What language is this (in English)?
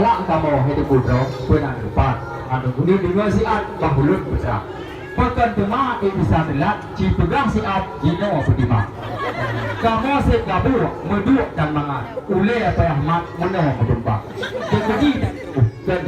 Achinese